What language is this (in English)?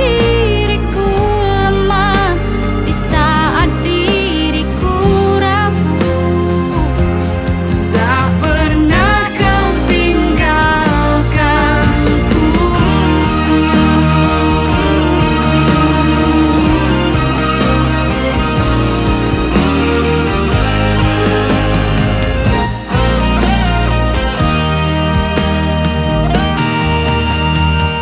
Indonesian